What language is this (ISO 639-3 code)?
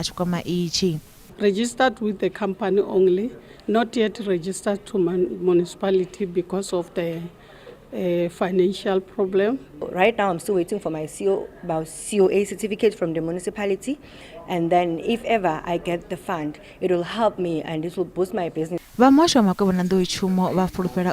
ven